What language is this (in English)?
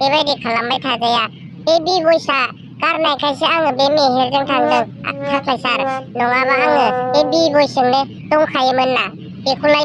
Bodo